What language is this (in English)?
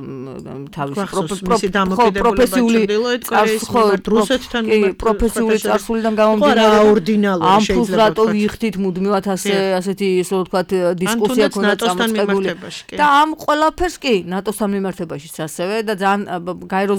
Georgian